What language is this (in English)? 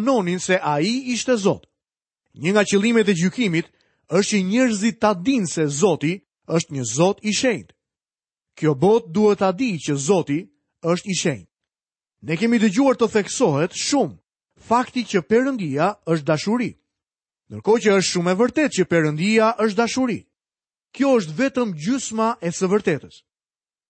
Albanian